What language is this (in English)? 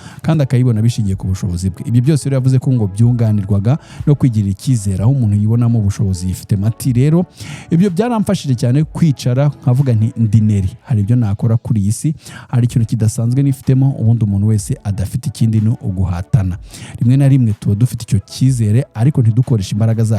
Kinyarwanda